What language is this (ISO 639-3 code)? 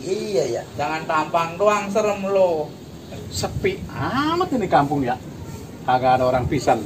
bew